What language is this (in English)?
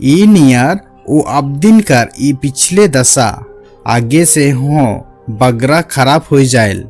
Sadri